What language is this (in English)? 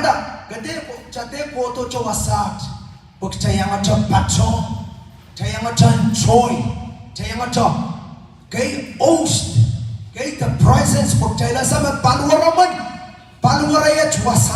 Pohnpeian